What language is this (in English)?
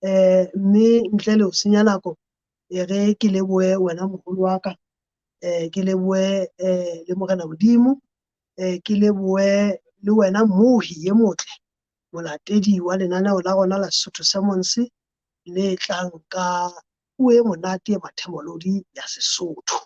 Southern Sotho